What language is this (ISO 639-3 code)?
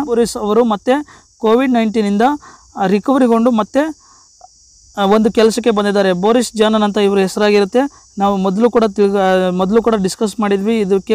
kan